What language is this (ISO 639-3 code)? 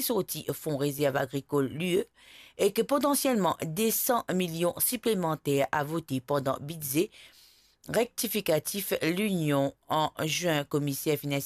mfe